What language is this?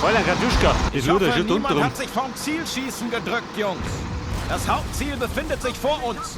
Bavarian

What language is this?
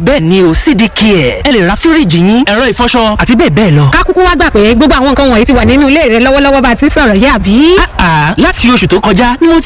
Yoruba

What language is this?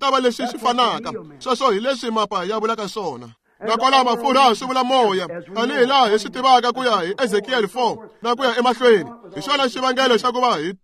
Tsonga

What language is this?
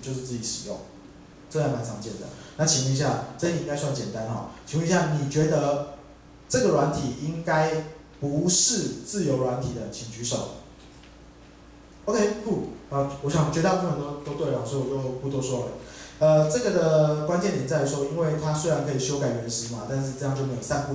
Chinese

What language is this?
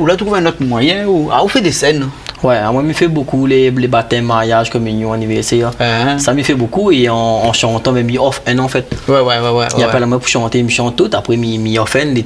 Réunion Creole French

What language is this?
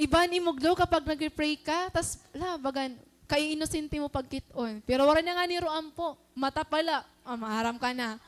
Waray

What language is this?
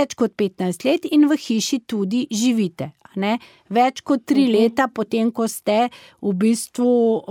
Slovenian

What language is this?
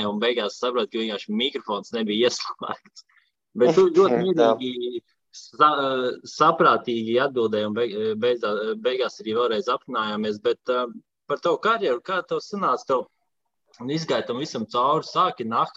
Latvian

